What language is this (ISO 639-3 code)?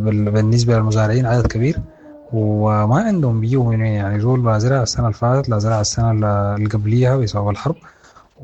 apd